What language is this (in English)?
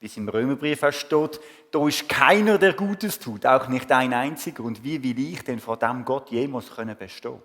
Swiss German